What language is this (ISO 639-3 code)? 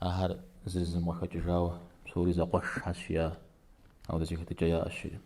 kbd